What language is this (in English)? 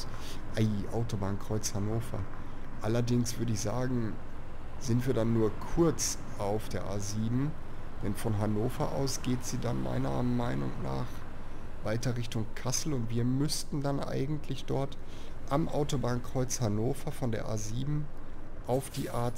German